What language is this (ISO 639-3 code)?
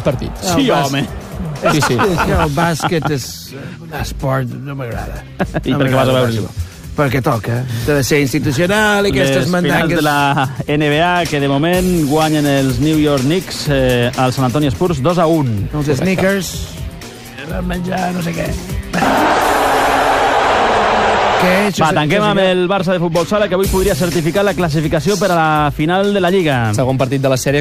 cat